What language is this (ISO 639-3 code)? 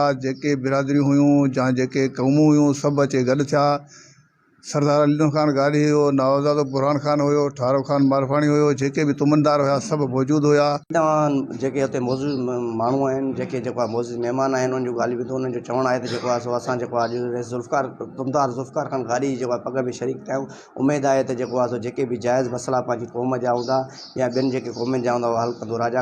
snd